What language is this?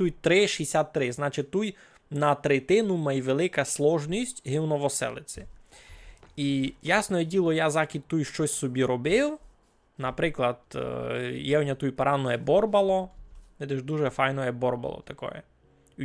Rusyn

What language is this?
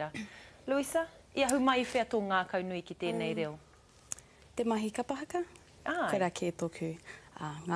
Māori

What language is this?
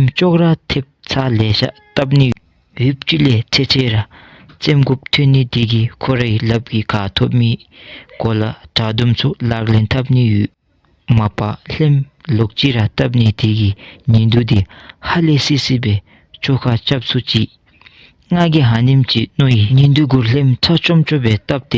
Dzongkha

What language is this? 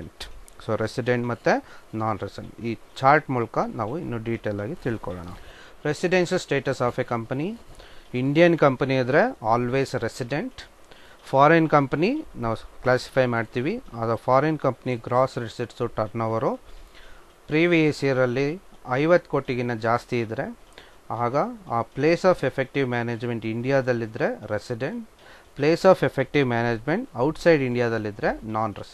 Kannada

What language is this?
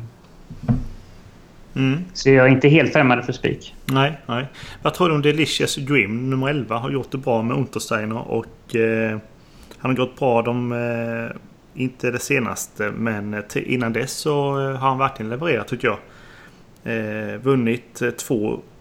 Swedish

